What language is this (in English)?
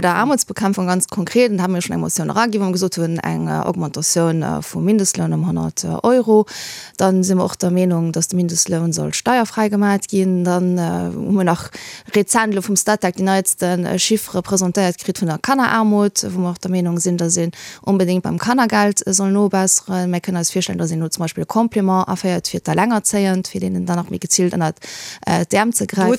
Luxembourgish